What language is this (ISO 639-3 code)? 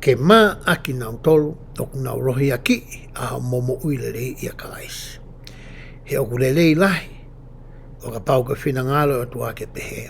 ton